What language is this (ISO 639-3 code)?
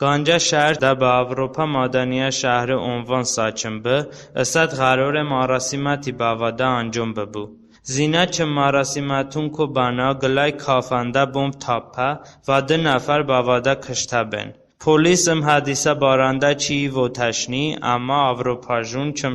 tly